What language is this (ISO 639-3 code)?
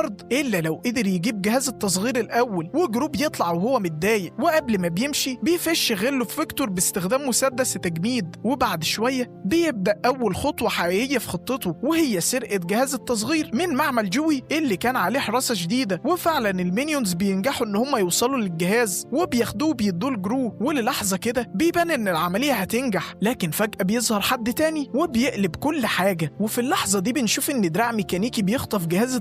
arz